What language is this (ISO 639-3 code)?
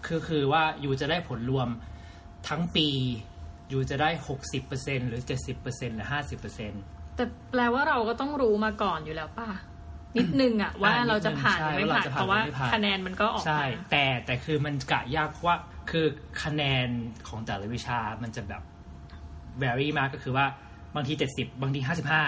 tha